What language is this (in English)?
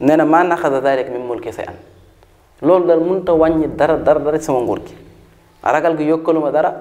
Wolof